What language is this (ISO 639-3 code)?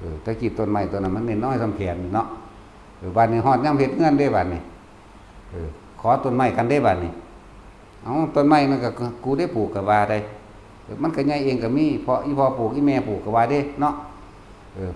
lao